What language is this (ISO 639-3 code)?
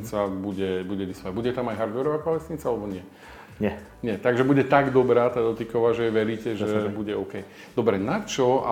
slk